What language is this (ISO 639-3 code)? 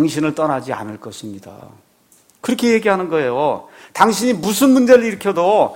kor